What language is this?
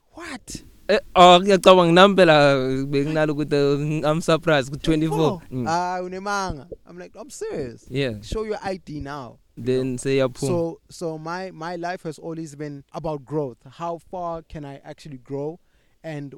English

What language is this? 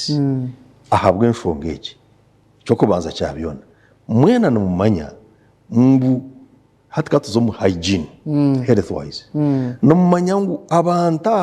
Nyankole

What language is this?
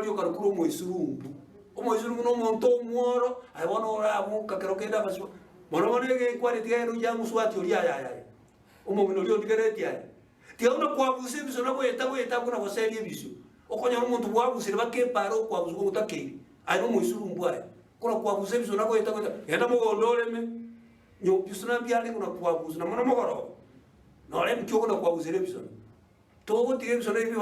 Gusii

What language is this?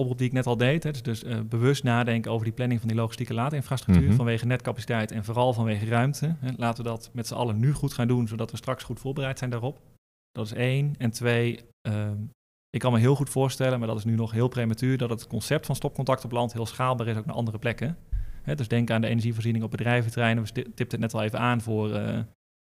Dutch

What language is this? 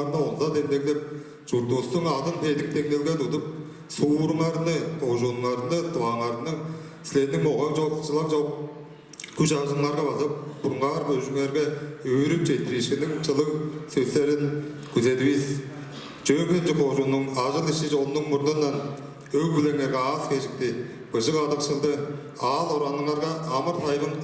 Tuvinian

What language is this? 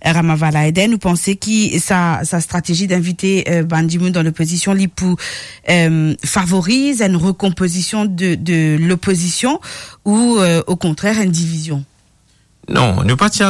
Morisyen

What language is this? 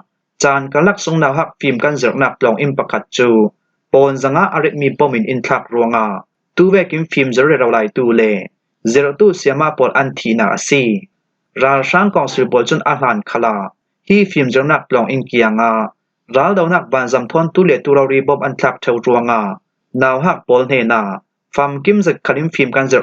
Falam Chin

